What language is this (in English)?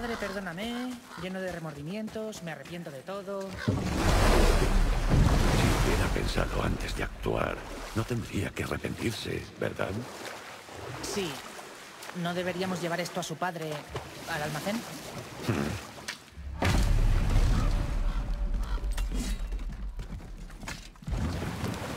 Spanish